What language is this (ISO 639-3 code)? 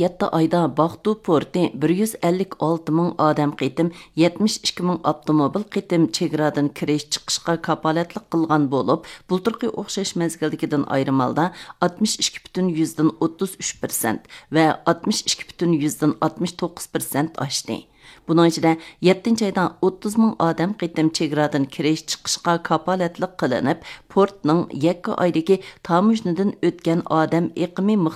uig